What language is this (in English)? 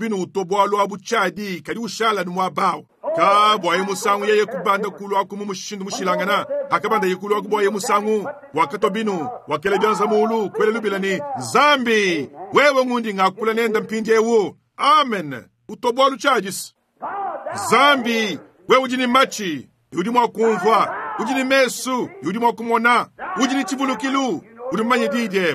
Luba-Lulua